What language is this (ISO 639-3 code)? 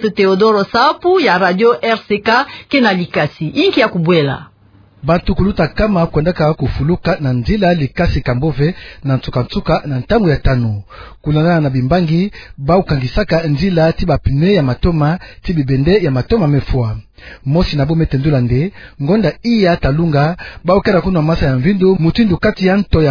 ktu